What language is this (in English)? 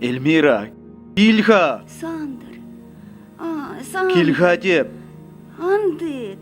Chuvash